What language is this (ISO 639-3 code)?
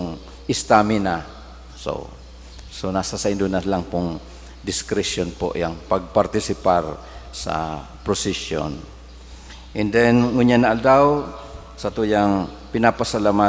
bik